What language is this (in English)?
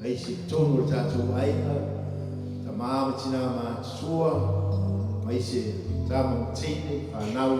Samoan